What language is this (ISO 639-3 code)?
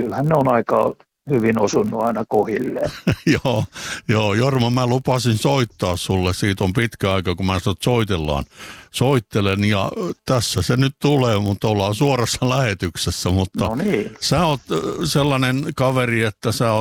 fin